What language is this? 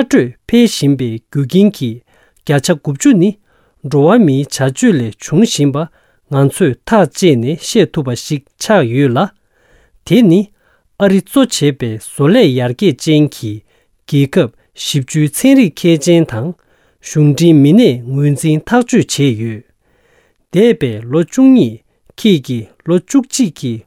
Tibetan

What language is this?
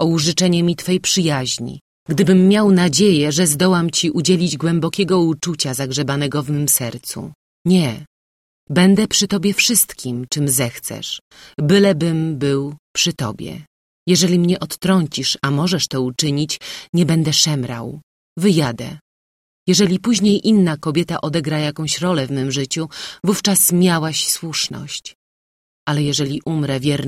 Polish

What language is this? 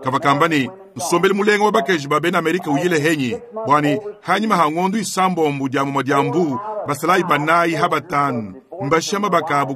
Luba-Lulua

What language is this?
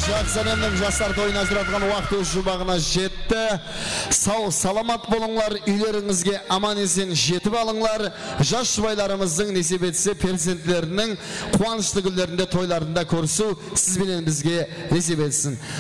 Kara-Kalpak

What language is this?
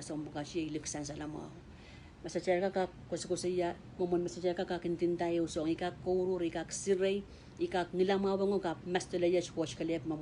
Pohnpeian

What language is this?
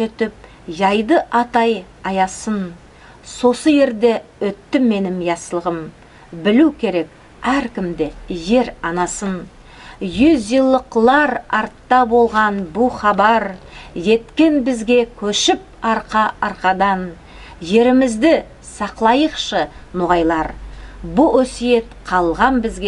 Nogai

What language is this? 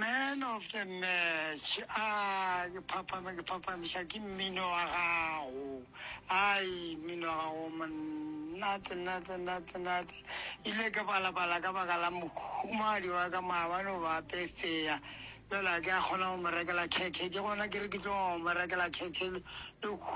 Northern Sotho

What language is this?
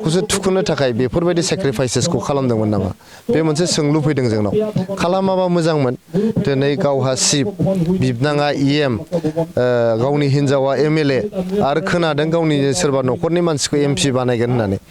Bodo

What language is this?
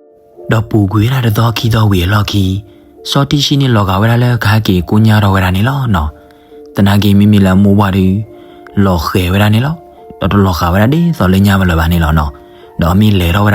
S'gaw Karen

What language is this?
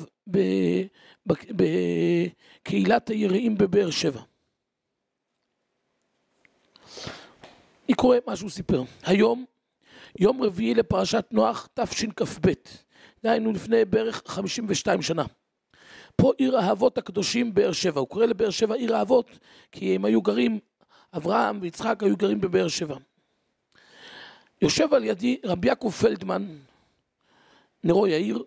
Hebrew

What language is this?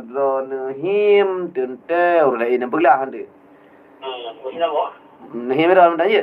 Achinese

